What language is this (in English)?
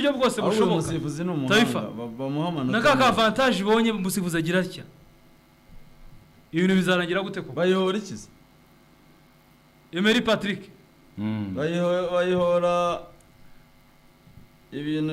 Kinyarwanda